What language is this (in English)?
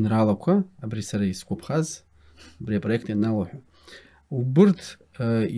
Abkhazian